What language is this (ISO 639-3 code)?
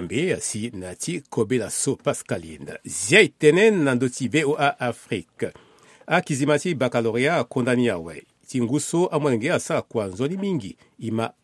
sag